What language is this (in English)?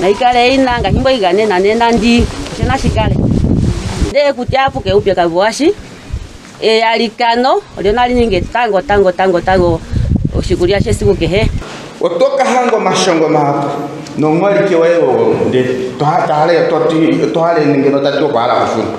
Ndonga